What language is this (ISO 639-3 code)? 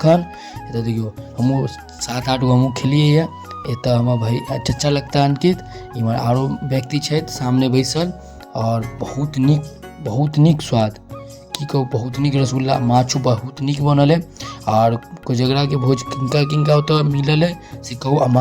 mai